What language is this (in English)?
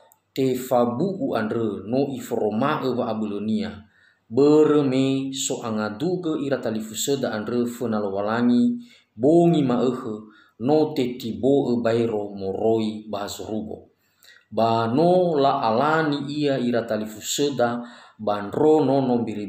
Nias